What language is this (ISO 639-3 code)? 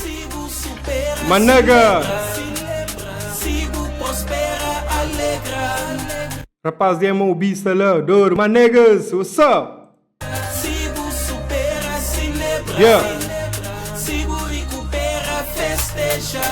kea